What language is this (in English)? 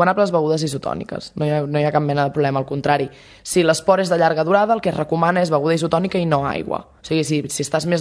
Catalan